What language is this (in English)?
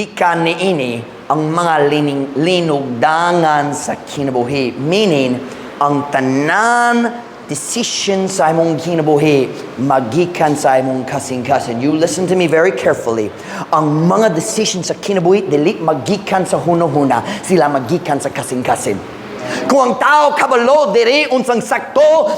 Cebuano